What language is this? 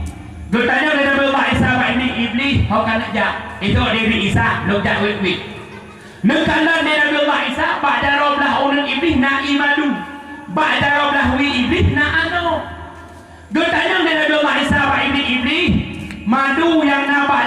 Achinese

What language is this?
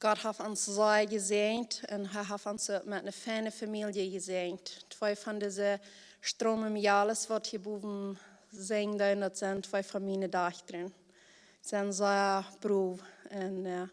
Plautdietsch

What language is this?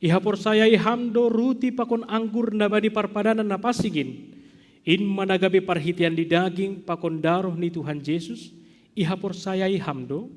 Batak Simalungun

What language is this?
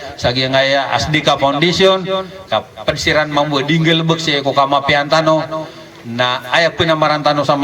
Maranao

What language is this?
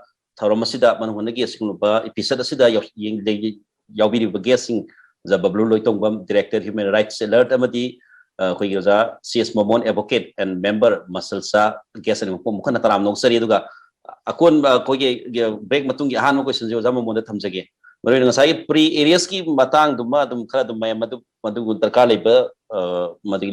Manipuri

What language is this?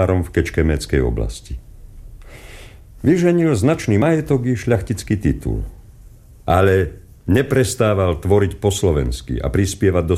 Slovak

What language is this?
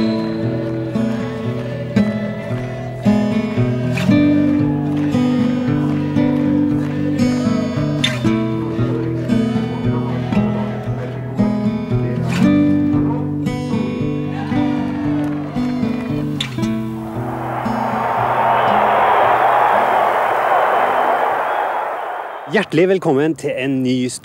Norwegian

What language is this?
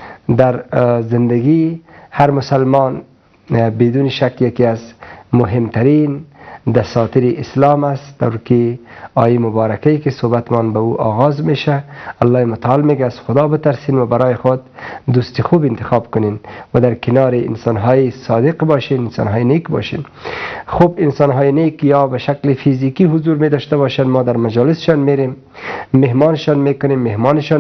Persian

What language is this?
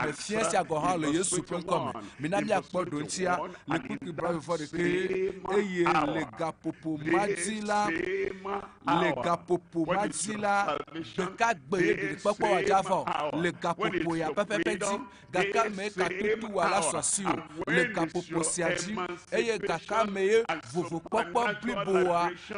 Ewe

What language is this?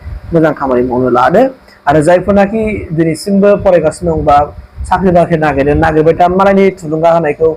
Bodo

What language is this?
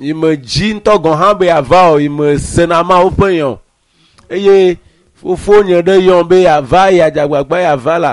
Ewe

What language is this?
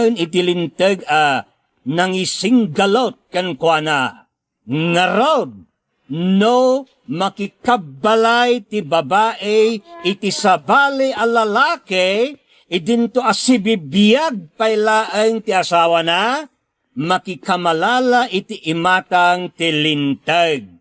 Iloko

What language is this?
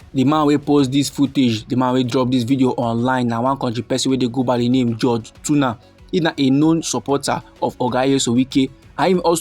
Nigerian Pidgin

